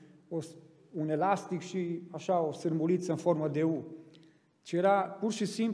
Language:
Romanian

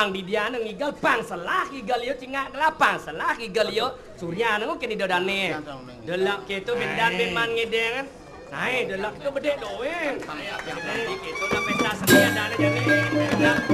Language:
Balinese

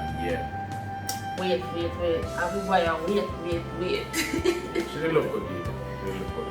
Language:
Jamaican Creole English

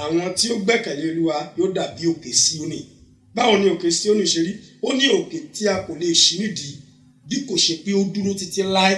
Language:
Yoruba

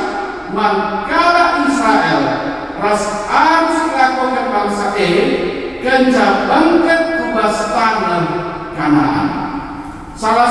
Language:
Batak Karo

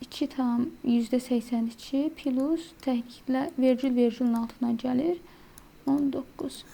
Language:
Azerbaijani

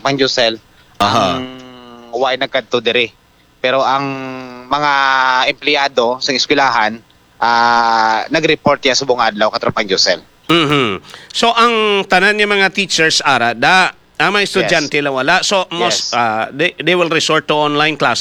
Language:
Hiligaynon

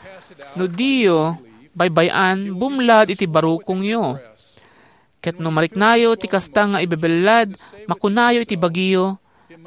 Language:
Iloko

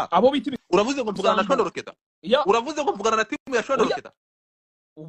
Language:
Kinyarwanda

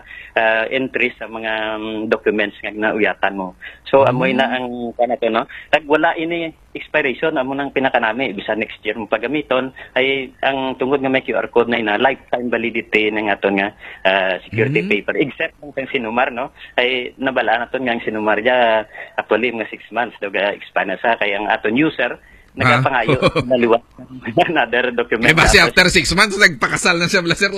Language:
Hiligaynon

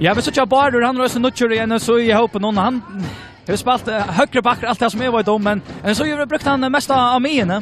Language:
Faroese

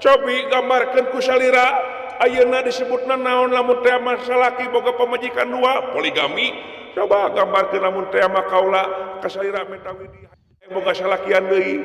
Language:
Sundanese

